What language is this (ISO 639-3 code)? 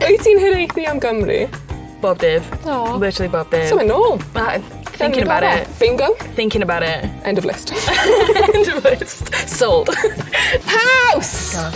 cym